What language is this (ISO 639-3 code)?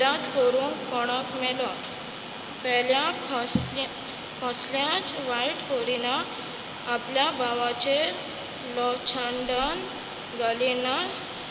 kok